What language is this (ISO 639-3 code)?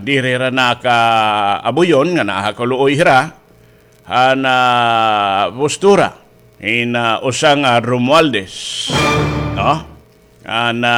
war